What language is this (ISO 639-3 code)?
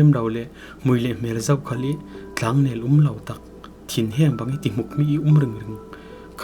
cfm